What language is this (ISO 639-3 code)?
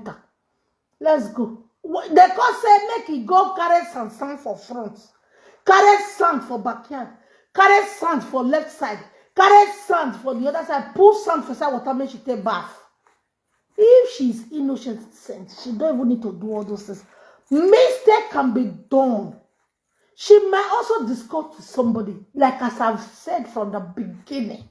pcm